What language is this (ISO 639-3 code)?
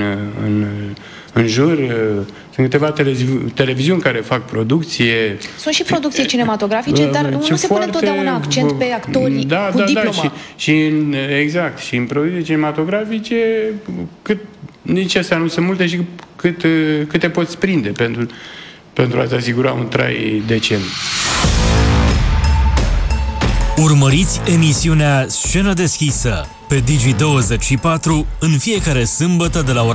ron